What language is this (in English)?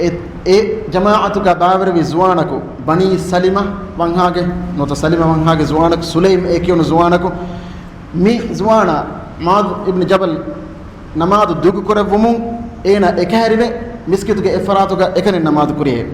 Divehi